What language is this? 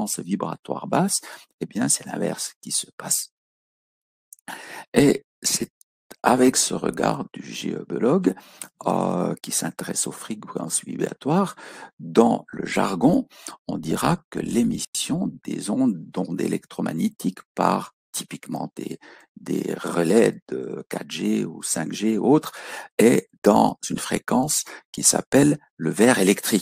French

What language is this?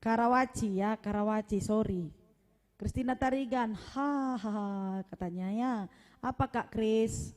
Batak Karo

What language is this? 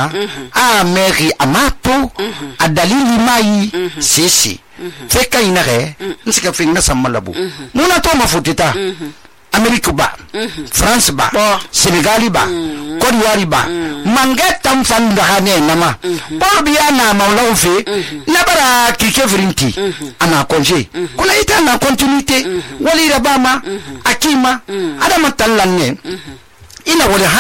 Susu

